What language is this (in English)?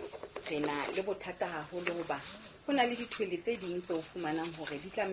Southern Sotho